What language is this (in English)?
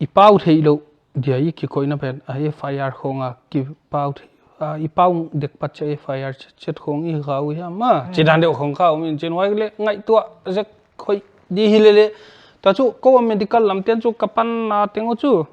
Paite Chin